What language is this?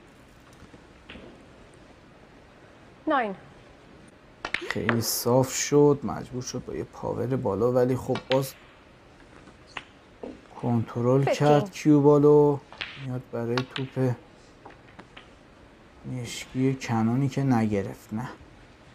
Persian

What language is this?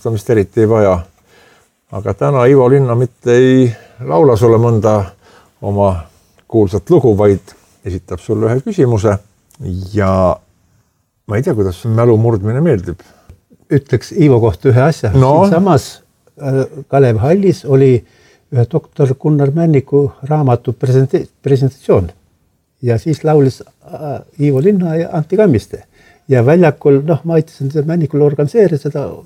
Estonian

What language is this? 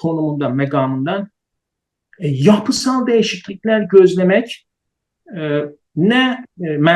South Azerbaijani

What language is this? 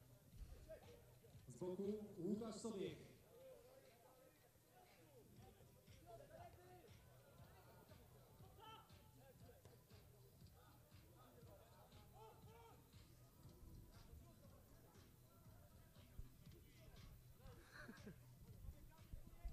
Polish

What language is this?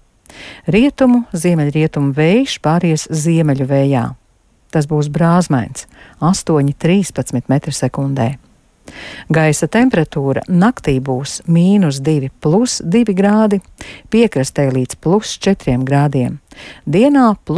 Latvian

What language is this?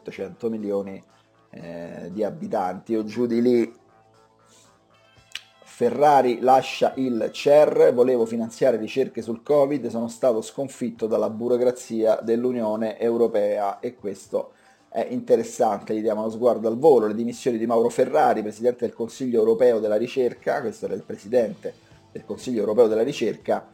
Italian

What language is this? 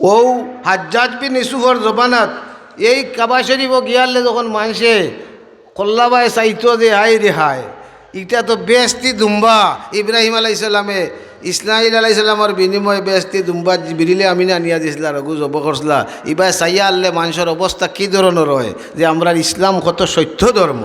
Sylheti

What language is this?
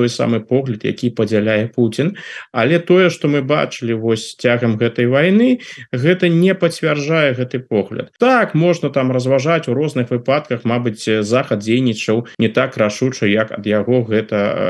Belarusian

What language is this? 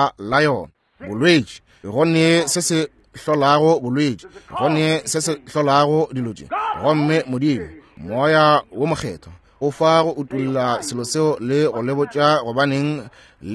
Northern Sotho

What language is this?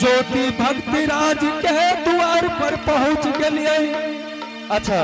Angika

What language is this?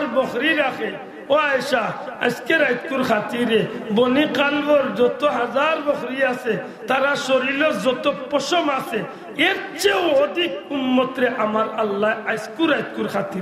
Sylheti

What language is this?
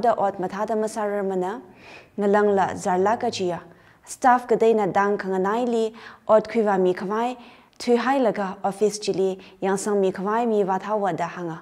Tangkhul Naga (India)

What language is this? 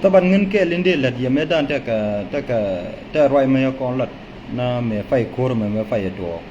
Nuer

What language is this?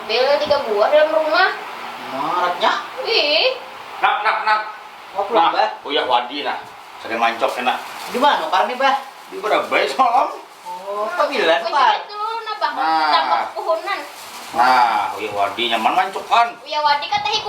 Banjar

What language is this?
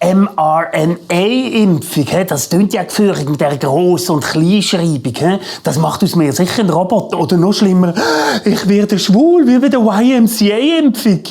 Swiss German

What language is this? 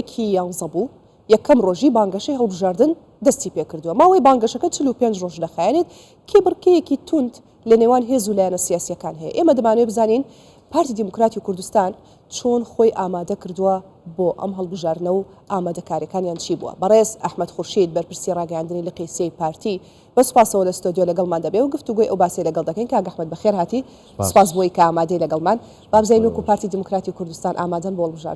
Central Kurdish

